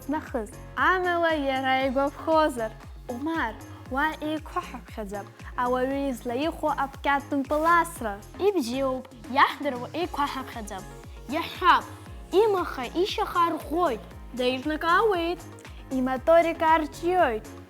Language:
Abkhazian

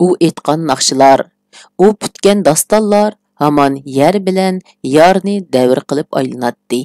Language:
Uyghur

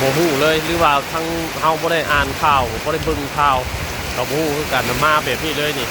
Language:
Northeastern Thai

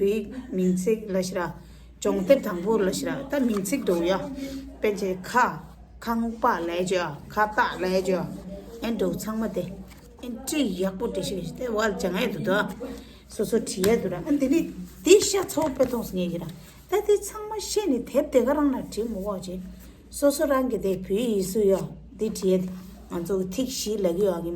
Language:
Tibetan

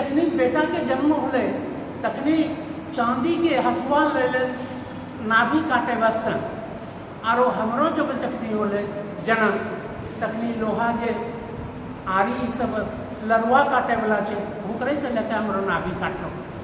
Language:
Angika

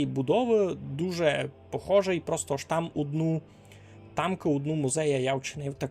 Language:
Rusyn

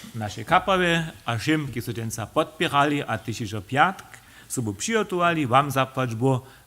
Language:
Upper Sorbian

